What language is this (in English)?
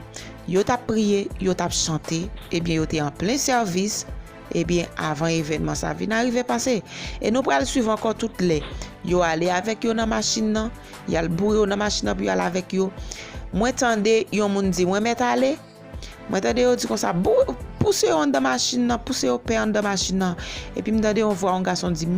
Haitian Creole